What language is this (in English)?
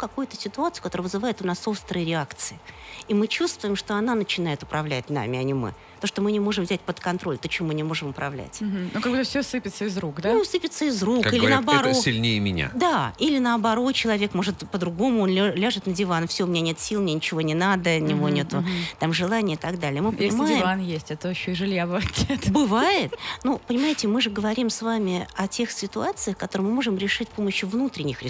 Russian